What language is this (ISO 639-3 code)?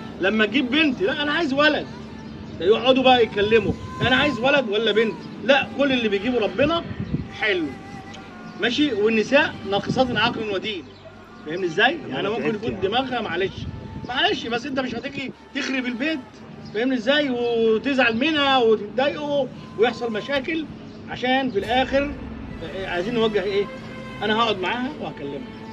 arz